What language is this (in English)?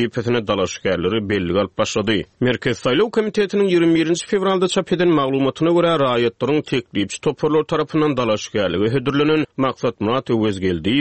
Turkmen